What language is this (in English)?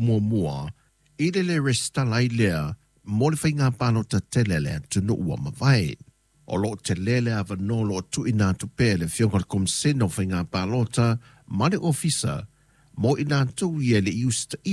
Samoan